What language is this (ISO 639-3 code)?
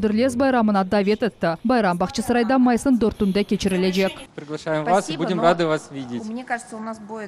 crh